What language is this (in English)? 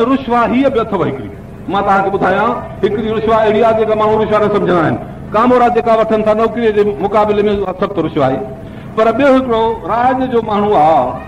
Sindhi